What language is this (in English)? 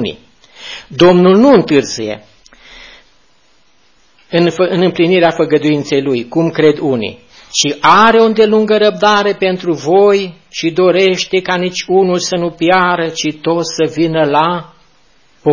Romanian